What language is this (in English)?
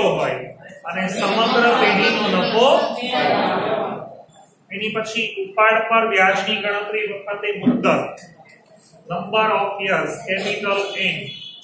Gujarati